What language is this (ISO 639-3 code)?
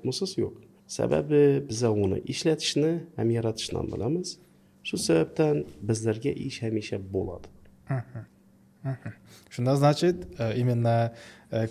uzb